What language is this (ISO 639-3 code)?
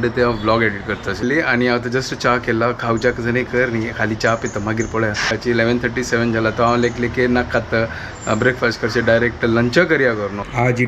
kok